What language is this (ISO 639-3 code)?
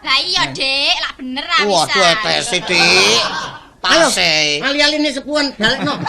jav